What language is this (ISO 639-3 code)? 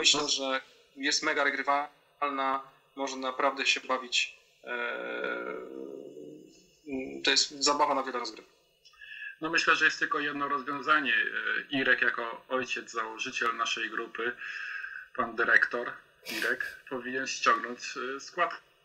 pol